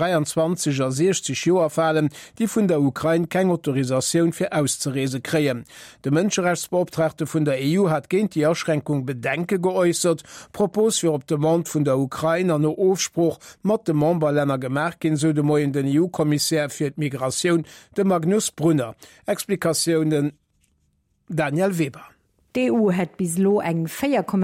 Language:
Luxembourgish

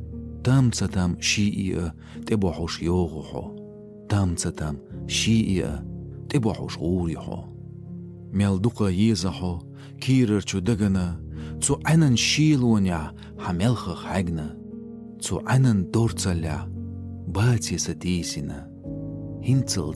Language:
Chechen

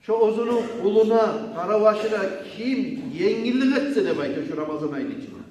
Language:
Kumyk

